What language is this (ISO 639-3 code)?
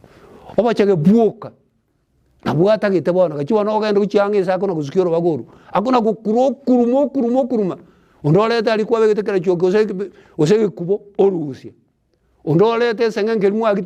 guz